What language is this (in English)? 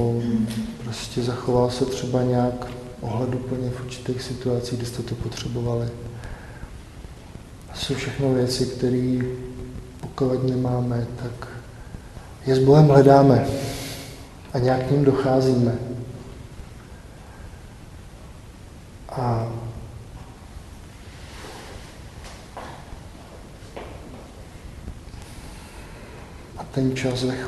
Czech